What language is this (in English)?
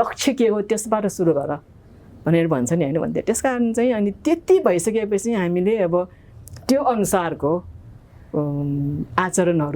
Nepali